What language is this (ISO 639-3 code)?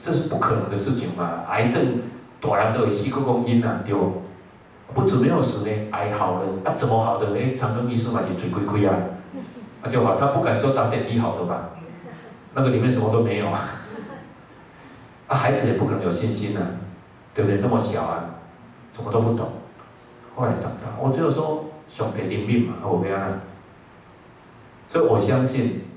zho